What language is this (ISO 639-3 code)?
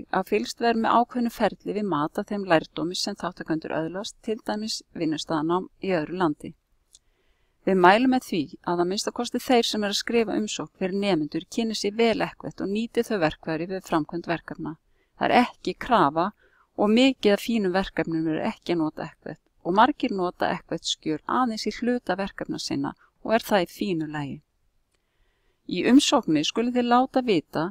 isl